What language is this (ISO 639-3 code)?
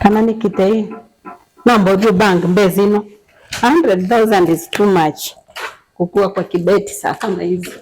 kam